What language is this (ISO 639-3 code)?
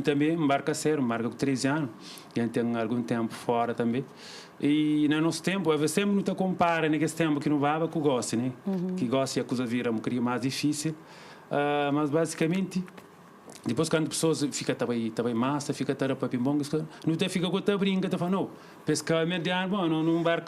kea